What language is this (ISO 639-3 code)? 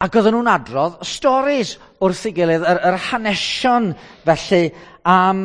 cym